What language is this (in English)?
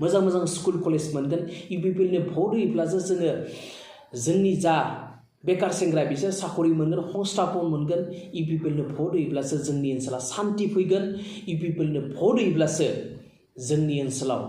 Bodo